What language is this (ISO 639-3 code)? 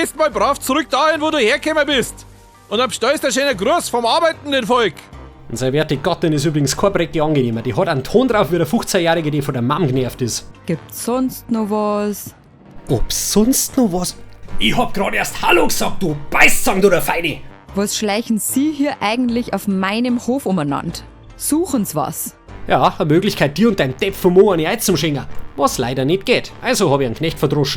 bar